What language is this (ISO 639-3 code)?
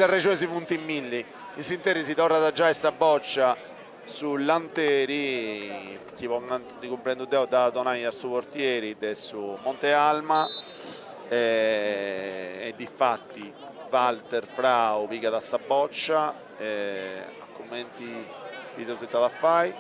srd